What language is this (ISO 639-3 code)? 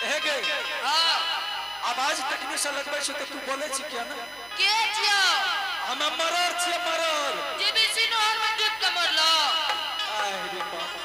anp